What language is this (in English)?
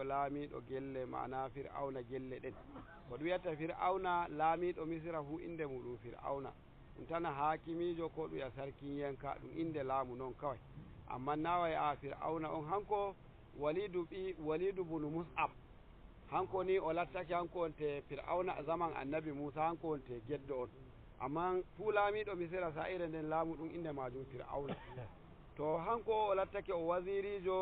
Nigerian Fulfulde